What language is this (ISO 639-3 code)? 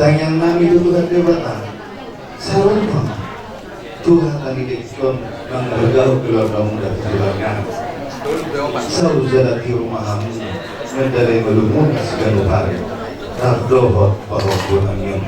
bbc